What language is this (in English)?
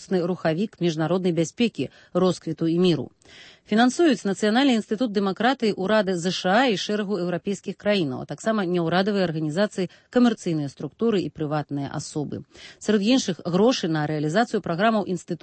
Belarusian